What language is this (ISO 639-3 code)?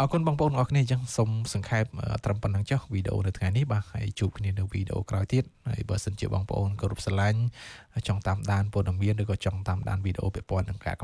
khm